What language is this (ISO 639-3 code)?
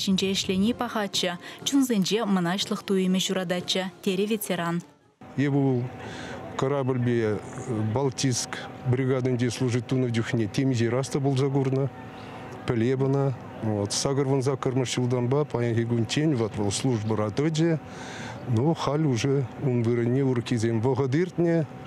chv